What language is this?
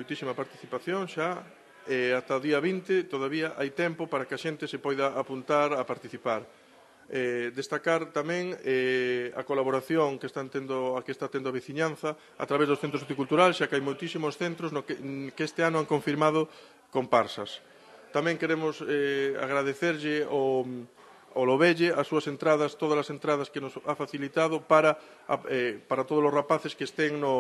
Galician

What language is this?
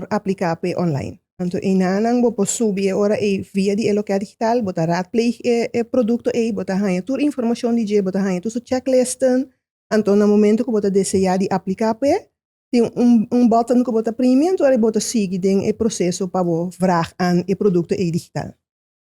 Papiamento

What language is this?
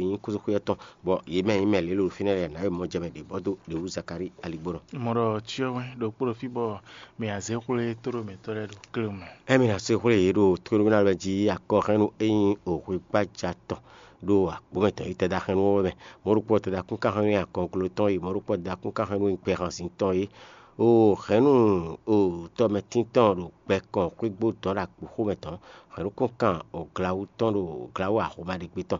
Fon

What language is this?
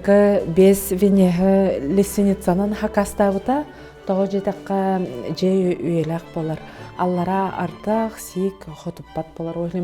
Yakut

